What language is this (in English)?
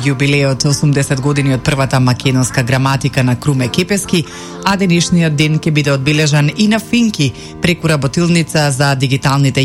Macedonian